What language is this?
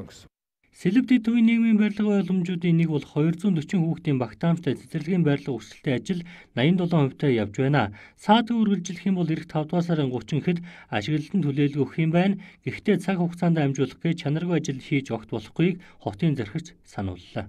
Mongolian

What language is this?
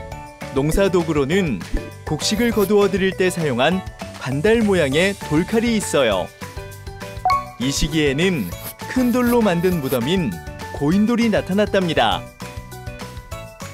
Korean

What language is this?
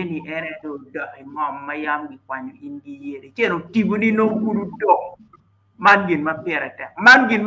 Acoli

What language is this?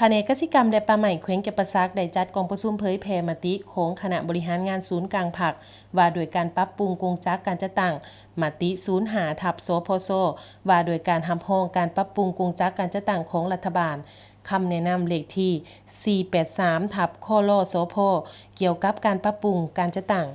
Lao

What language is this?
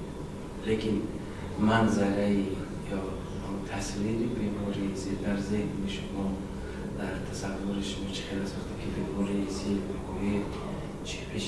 Tajik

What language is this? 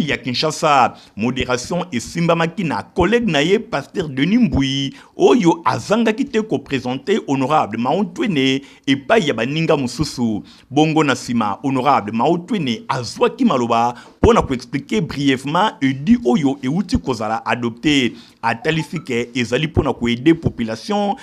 Lingala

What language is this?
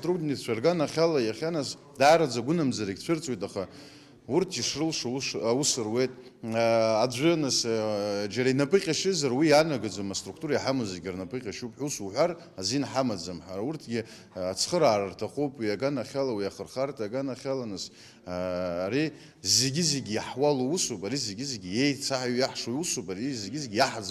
Abkhazian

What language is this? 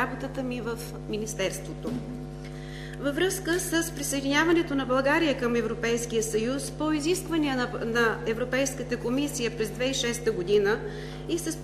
Bulgarian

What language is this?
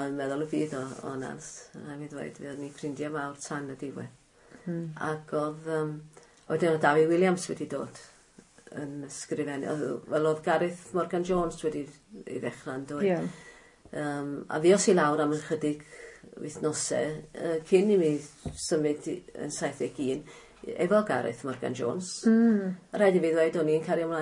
Welsh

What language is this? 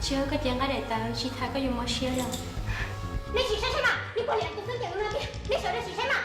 Hmong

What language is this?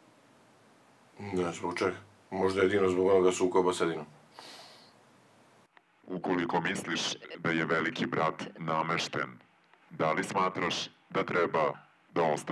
Serbian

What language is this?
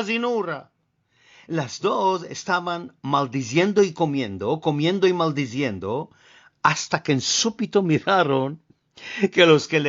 Ladino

